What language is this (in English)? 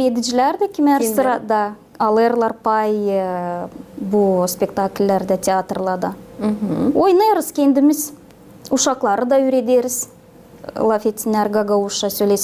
Gagauz